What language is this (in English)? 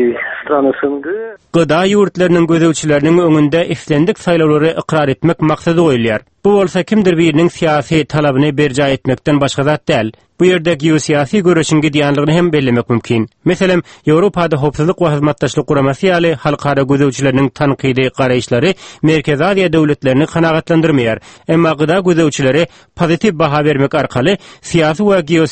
Turkmen